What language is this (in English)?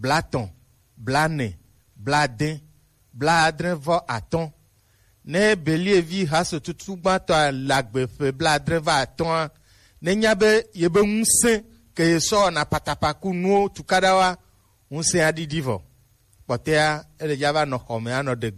Gen